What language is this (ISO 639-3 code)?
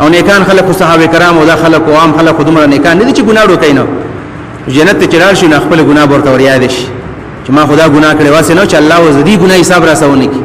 pus